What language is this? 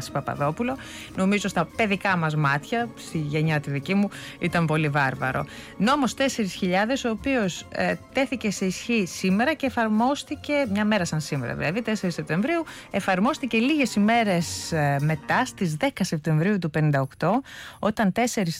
Greek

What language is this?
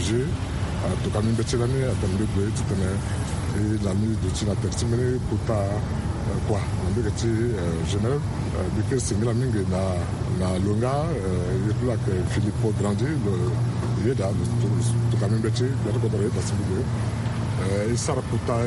Sango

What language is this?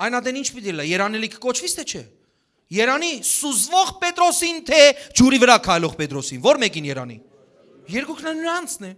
Western Armenian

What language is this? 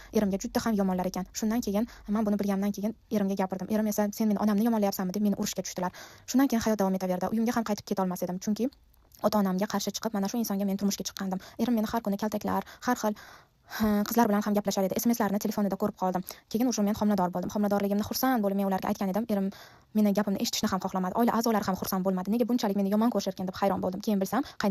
Uzbek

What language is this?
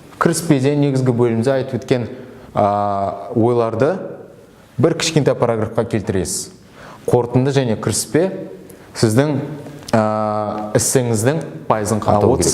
Kazakh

